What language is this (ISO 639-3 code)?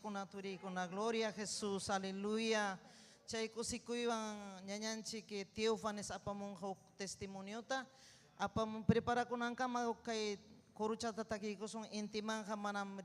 quy